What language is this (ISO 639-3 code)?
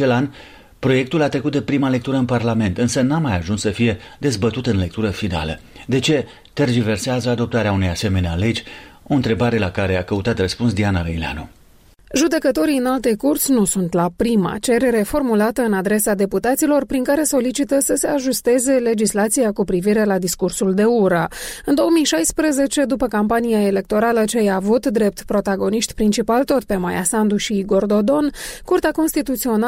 ron